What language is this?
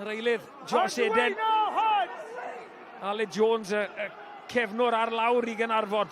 Welsh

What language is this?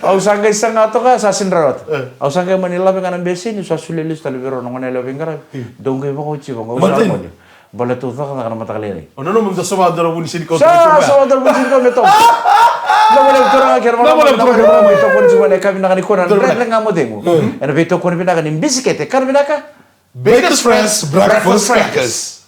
Fijian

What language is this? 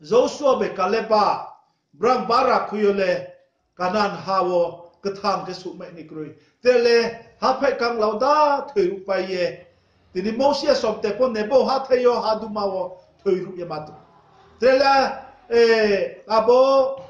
Riang (India)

